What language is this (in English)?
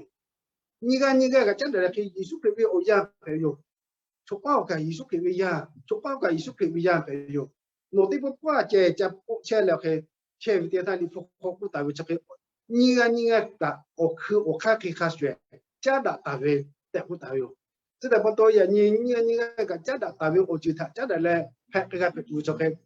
Lahu